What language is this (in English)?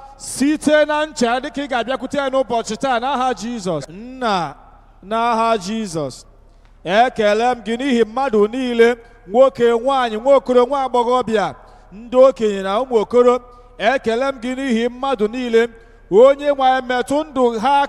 Igbo